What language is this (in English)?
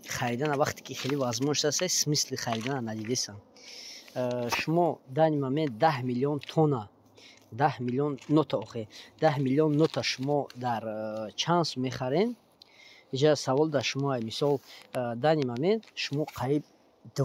Tajik